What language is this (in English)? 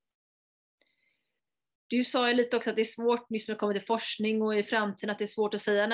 Swedish